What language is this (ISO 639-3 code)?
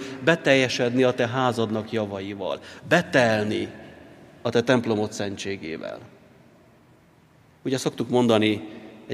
hun